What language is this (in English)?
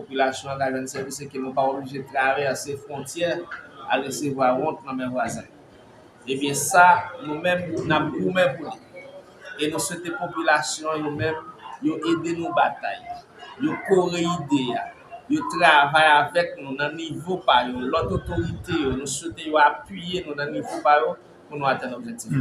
Haitian Creole